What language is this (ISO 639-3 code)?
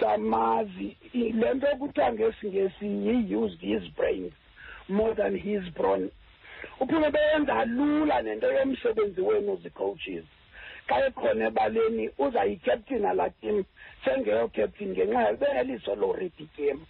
xho